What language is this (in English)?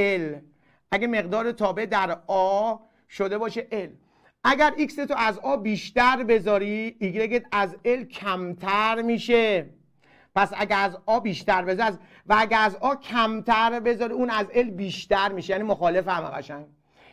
Persian